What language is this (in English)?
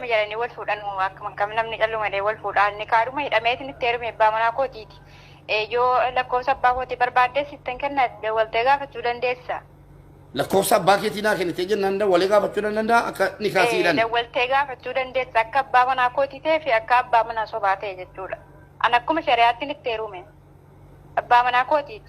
Oromo